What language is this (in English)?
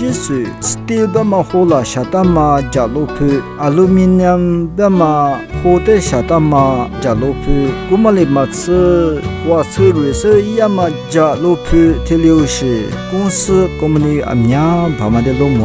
Lisu